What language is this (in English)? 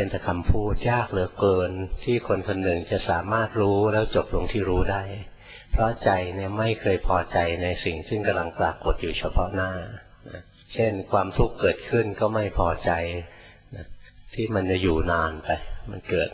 Thai